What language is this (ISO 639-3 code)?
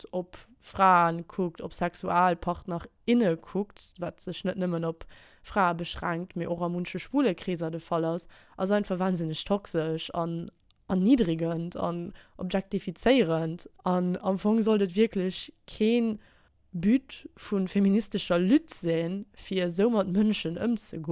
ltz